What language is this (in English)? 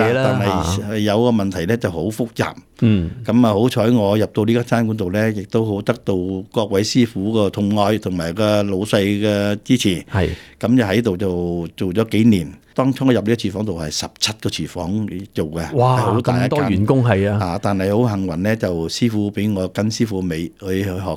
Cantonese